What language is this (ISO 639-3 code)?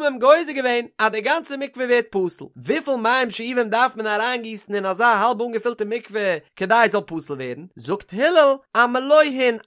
yid